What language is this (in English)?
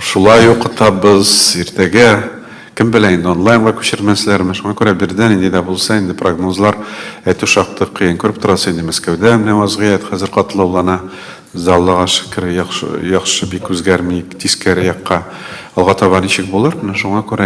Tatar